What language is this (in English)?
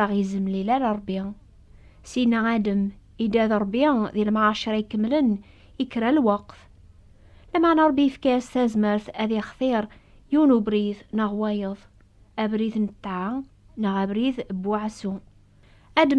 Kabyle